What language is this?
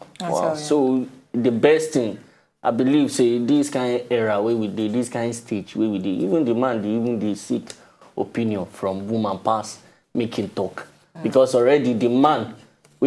Nigerian Pidgin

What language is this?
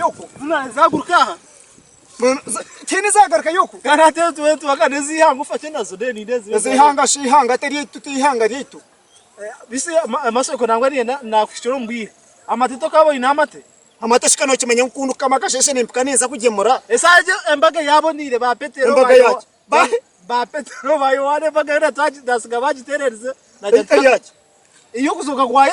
Nyankole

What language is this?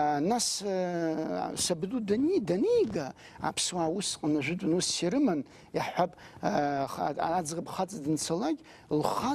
Abkhazian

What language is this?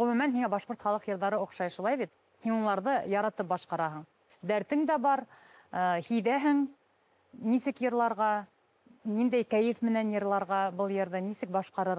Bashkir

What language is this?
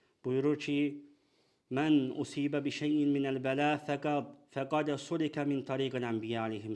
Azerbaijani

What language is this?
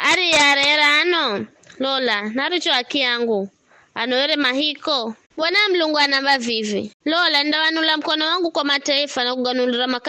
Giryama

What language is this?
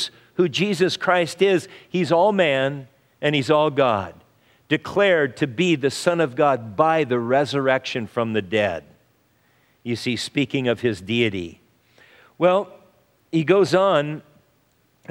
English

